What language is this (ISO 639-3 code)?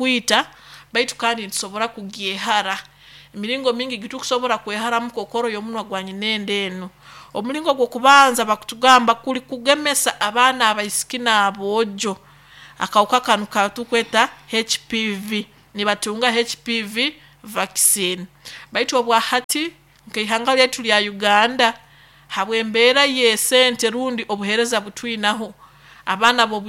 nyo